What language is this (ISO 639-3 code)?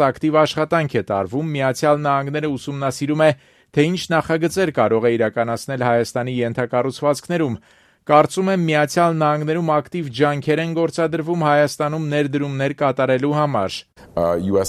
hye